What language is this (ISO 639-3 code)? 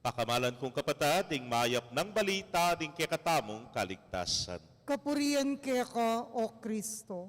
pam